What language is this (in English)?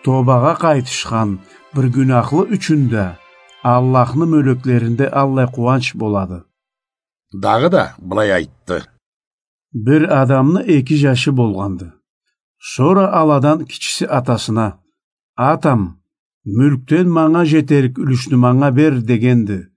Karachay-Balkar